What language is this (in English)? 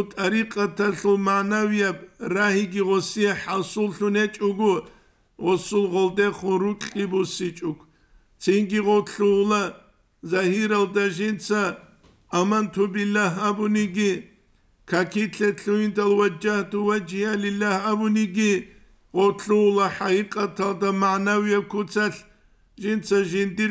Avaric